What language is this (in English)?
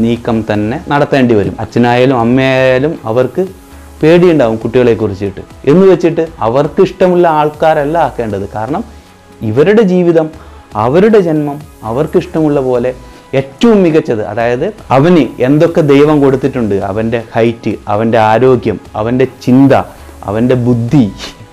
Malayalam